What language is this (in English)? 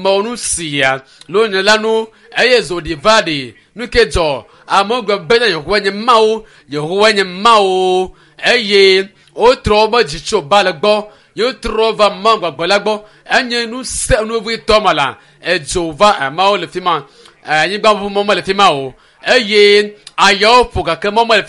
Ewe